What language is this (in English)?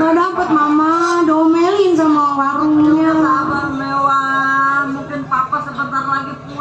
Betawi